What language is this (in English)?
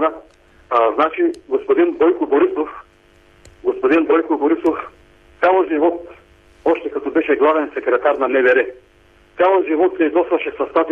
Bulgarian